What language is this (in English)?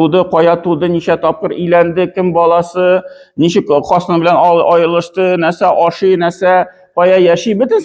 Tatar